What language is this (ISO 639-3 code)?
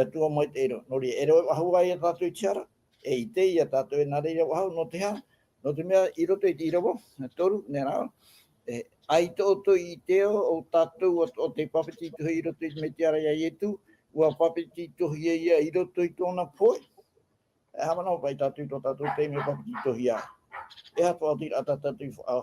tah